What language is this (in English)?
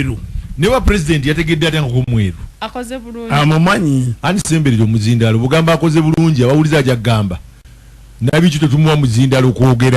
Ganda